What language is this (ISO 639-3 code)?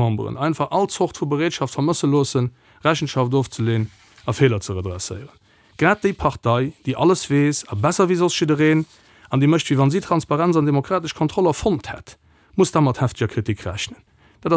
ltz